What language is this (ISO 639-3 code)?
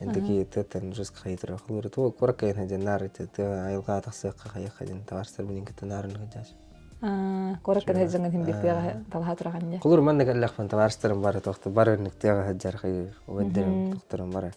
sah